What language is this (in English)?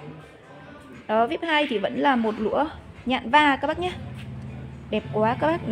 Vietnamese